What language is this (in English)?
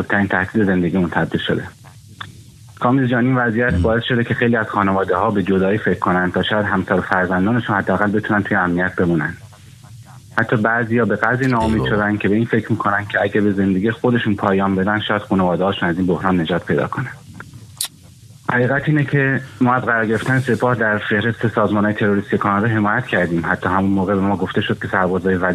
Persian